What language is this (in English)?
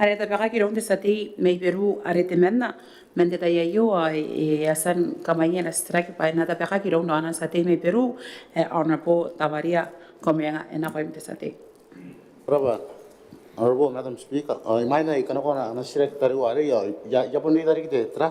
Gilbertese